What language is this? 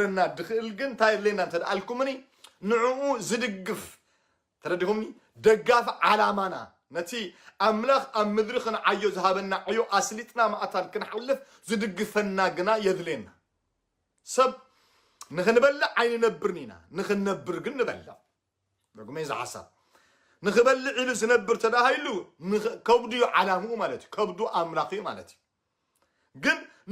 Tigrinya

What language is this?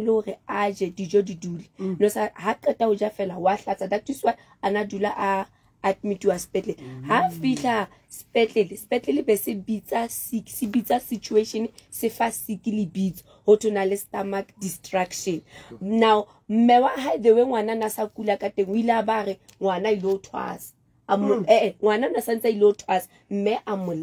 Southern Sotho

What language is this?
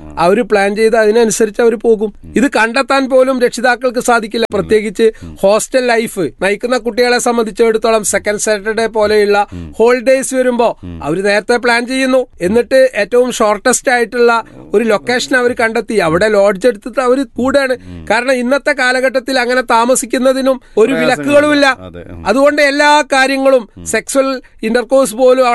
Malayalam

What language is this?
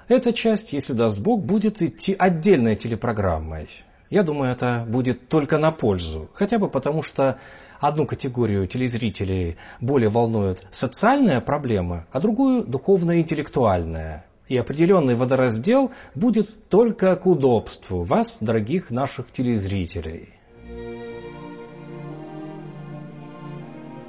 Russian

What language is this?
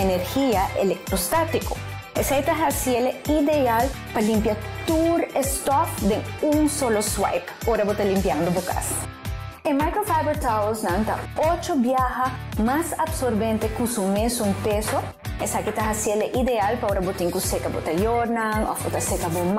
Papiamento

